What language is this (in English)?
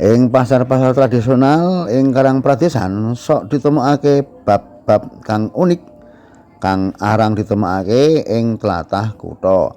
Javanese